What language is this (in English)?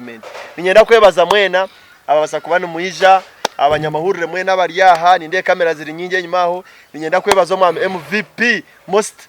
Nyankole